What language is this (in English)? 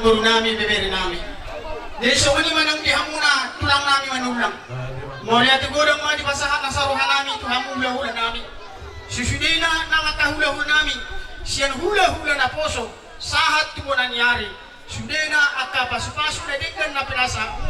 Batak Toba